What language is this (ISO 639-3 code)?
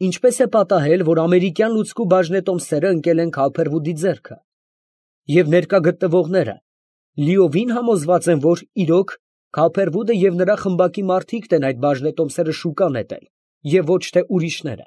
hye